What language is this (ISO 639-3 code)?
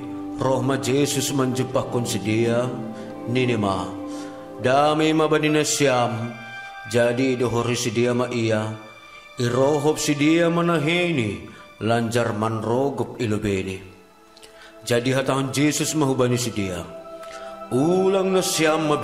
bts